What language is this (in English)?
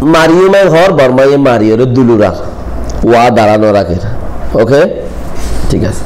Rohingya